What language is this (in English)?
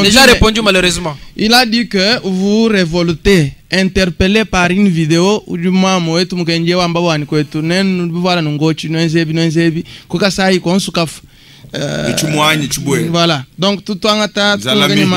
Luba-Lulua